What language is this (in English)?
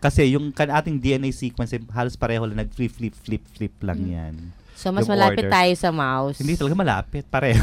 Filipino